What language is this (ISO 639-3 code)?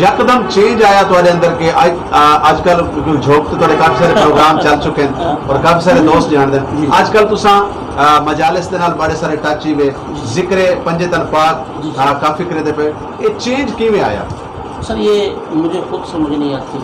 skr